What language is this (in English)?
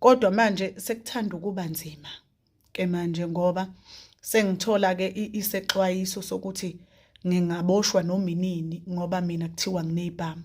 Zulu